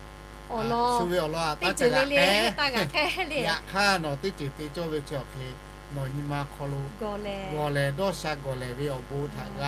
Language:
Lahu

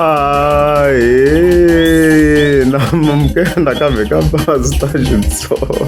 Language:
Tsonga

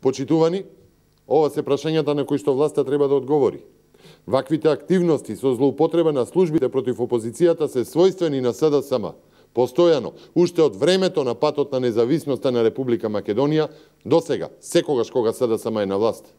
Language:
Macedonian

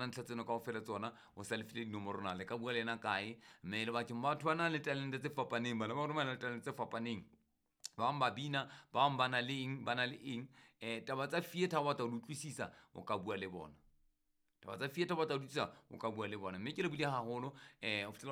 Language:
Southern Sotho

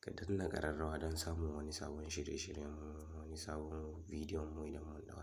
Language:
Hausa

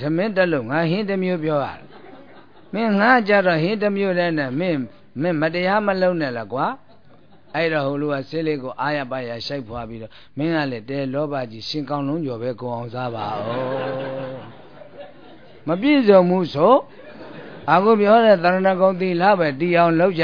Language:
Burmese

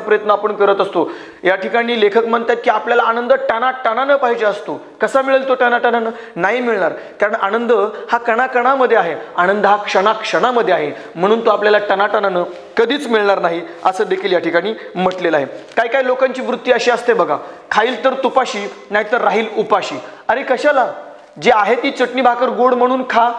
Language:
Marathi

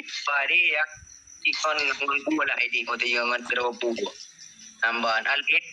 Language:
Achinese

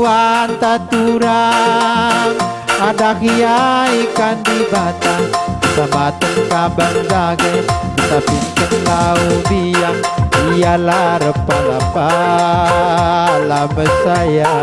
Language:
Batak Karo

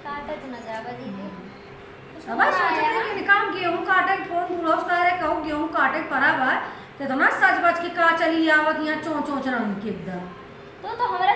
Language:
Awadhi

